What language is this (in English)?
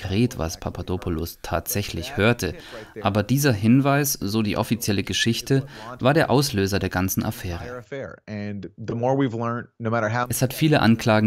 German